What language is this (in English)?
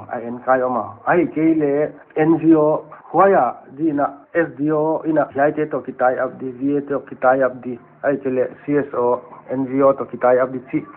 Paite Chin